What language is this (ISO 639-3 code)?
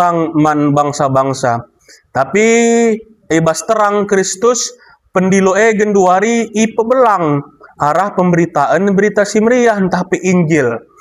btx